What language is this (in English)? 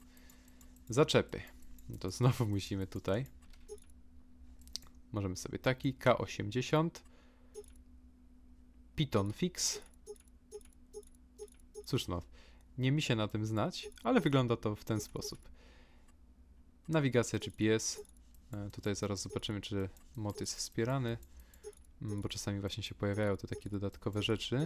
Polish